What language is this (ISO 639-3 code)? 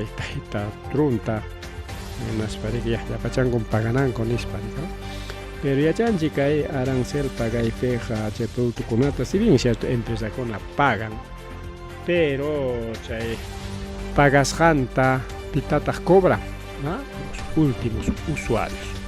quy